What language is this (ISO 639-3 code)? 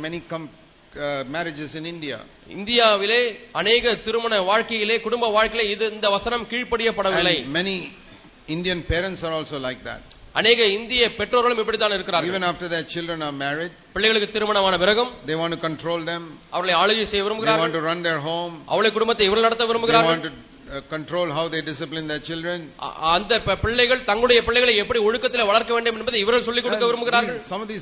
tam